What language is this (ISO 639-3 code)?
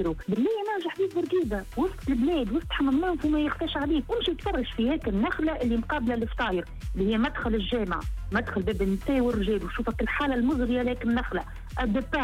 aeb